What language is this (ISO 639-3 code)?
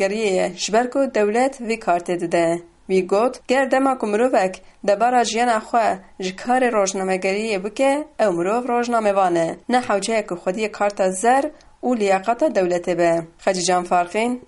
kur